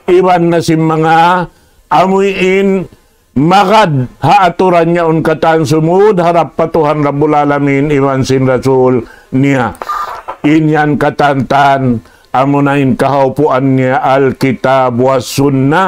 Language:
Tausug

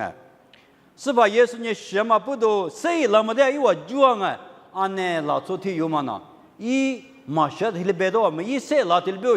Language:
Lisu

